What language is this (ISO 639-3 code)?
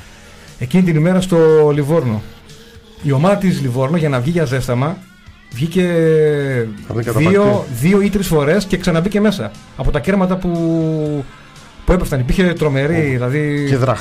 ell